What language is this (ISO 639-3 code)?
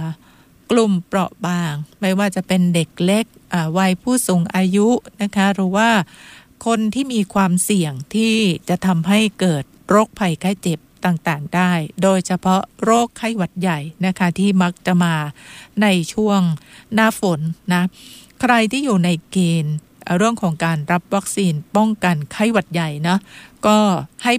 tha